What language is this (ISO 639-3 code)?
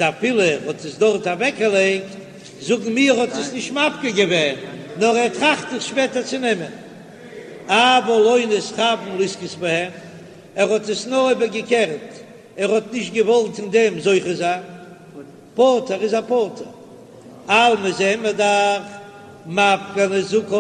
yid